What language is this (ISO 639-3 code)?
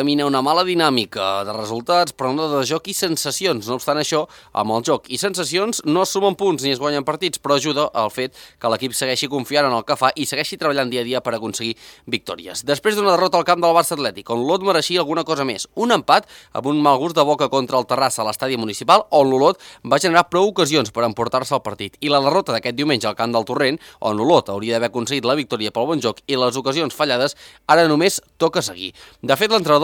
cat